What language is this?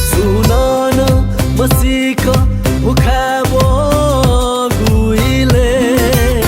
Newari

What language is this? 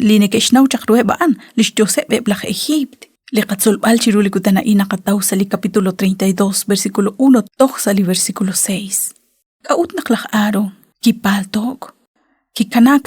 Kekchí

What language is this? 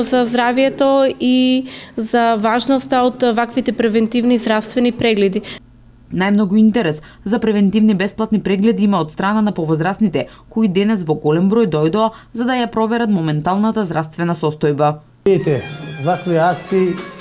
Macedonian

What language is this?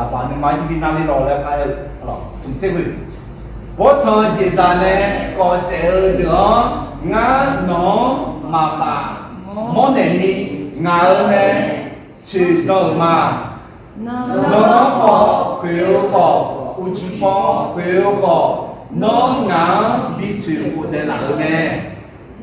Akha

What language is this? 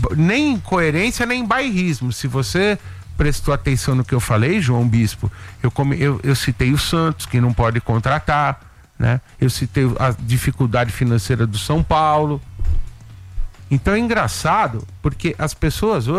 Portuguese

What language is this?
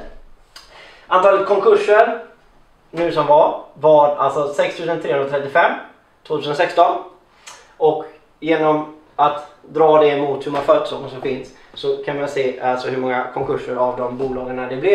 Swedish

